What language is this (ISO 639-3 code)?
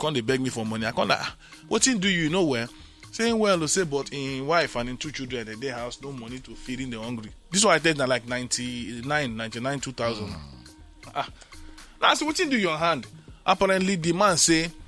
pcm